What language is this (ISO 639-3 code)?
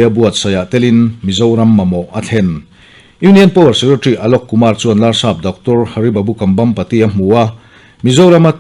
lus